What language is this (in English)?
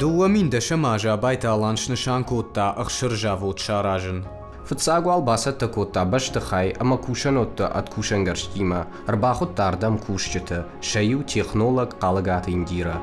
Ossetic